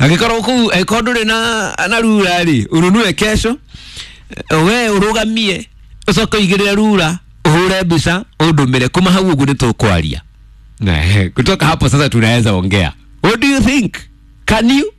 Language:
Kikuyu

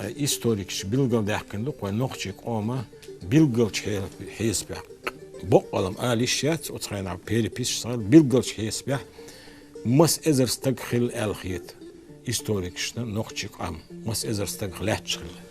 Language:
Chechen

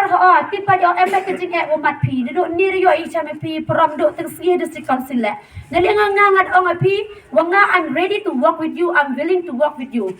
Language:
Khasi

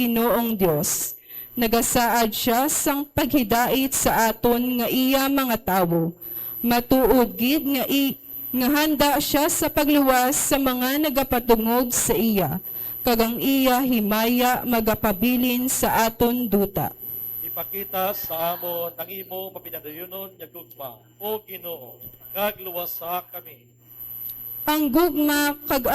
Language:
Hiligaynon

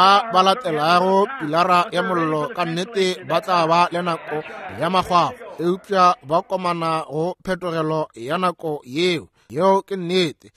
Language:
Northern Sotho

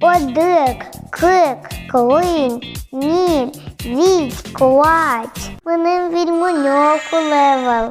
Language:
Udmurt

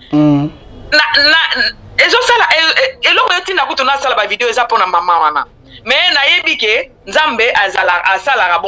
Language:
Lingala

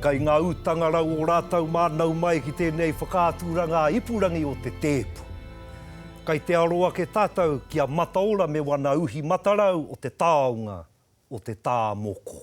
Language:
Māori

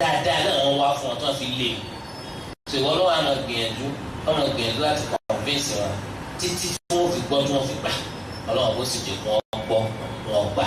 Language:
Yoruba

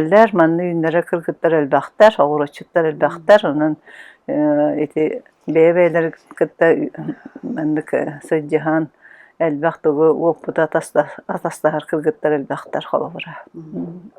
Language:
Yakut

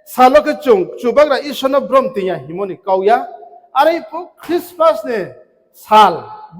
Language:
Riang (India)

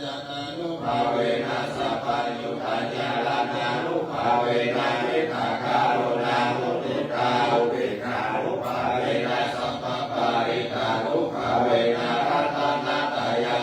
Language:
Pali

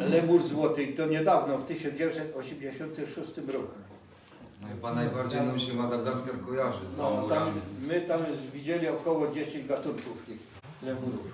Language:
Silesian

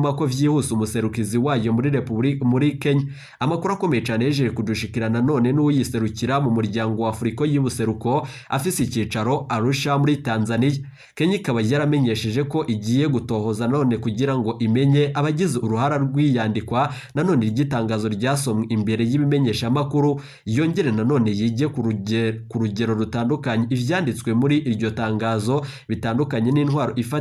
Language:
Rundi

